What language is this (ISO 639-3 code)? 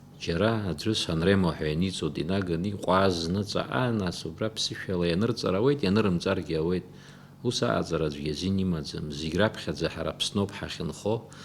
abk